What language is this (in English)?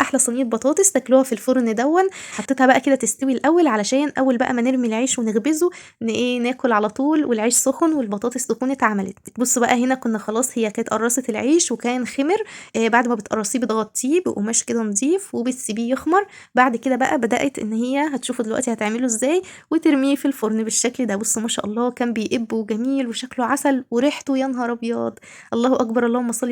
Egyptian Arabic